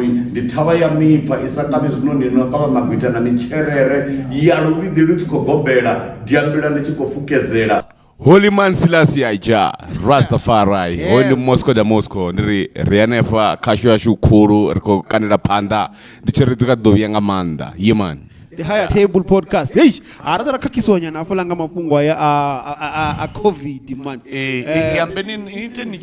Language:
Venda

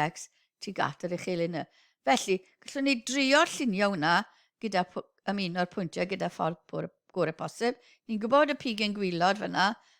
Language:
Welsh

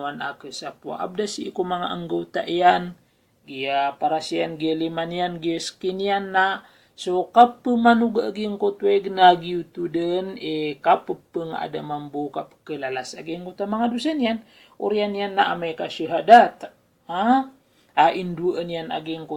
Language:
Maranao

